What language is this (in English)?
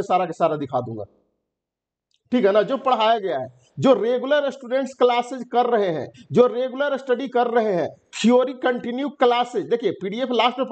Hindi